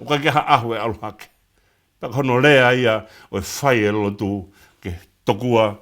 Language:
Tongan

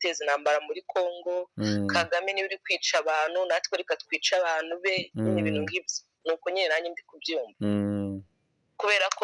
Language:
Kinyarwanda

